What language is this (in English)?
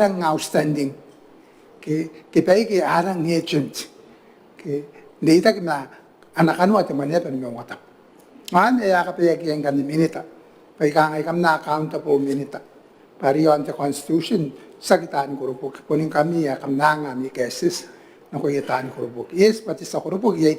Gilbertese